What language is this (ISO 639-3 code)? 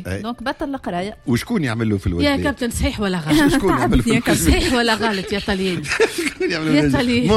aeb